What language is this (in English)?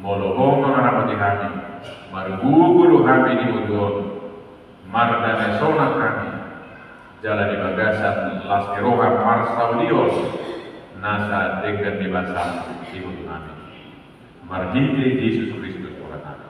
Batak Toba